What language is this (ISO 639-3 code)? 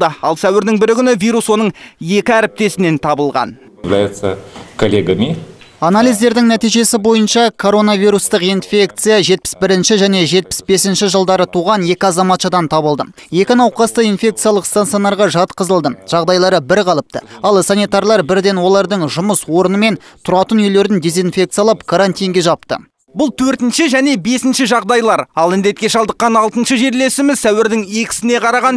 kaz